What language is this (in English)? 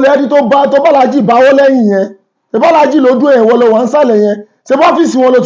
Yoruba